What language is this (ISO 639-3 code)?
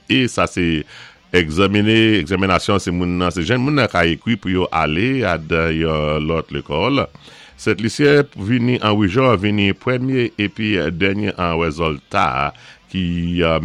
acf